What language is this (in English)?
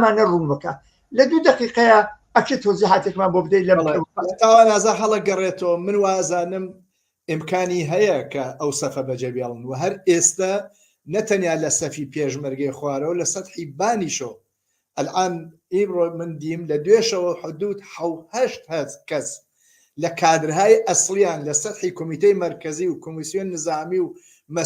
Central Kurdish